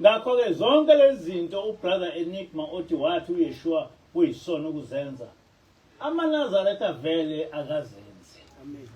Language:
Zulu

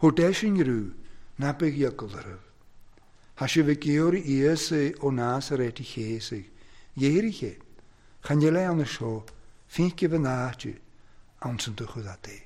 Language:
Welsh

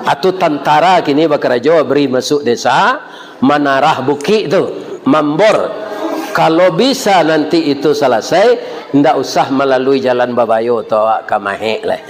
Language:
Minangkabau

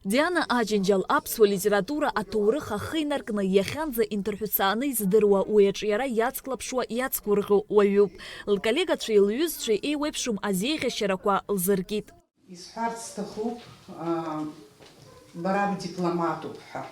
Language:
Abkhazian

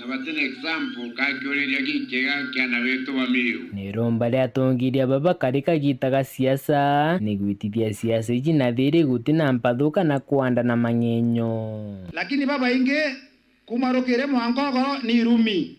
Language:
Meru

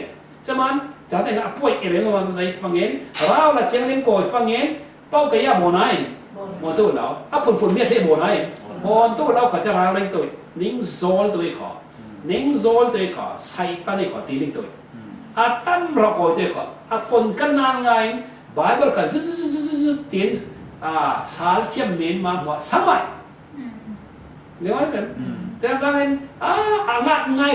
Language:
Falam Chin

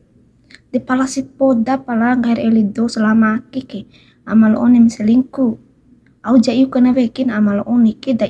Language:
Bima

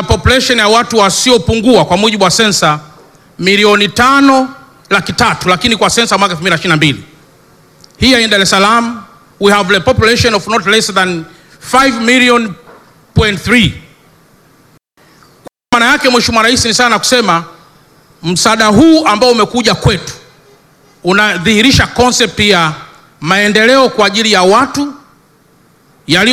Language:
Swahili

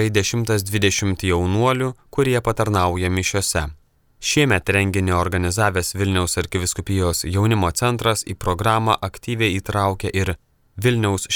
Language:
Lithuanian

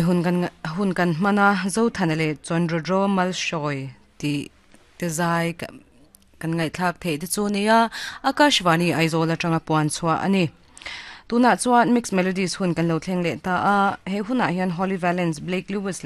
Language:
Mizo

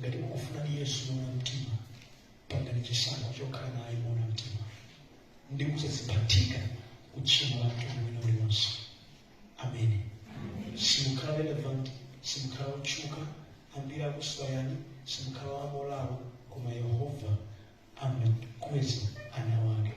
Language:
Nyanja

